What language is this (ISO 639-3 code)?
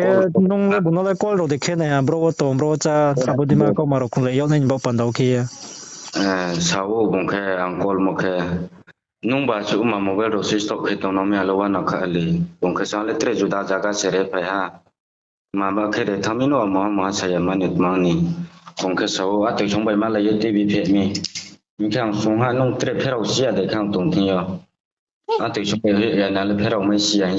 ria